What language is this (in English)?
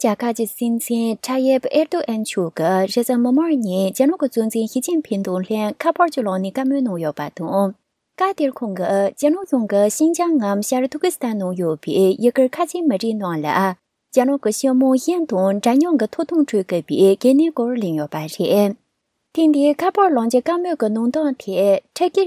Tibetan